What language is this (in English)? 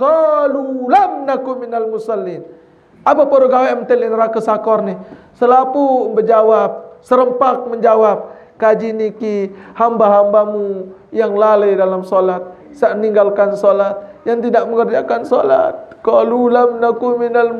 Sasak